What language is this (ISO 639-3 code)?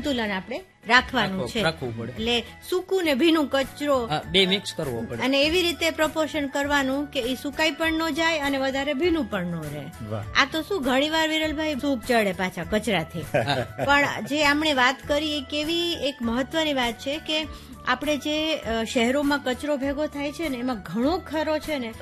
guj